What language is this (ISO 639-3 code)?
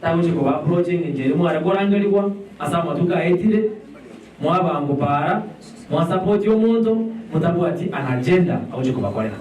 guz